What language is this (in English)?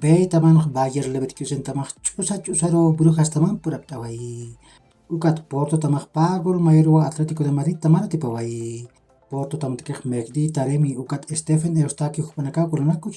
Aymara